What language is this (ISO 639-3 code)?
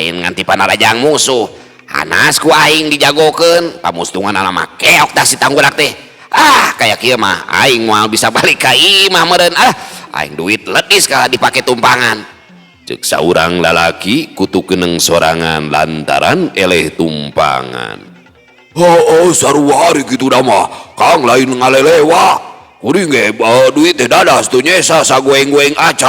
sun